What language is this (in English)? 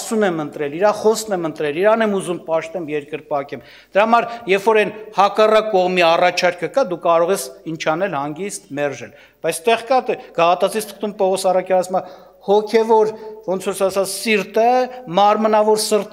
Armenian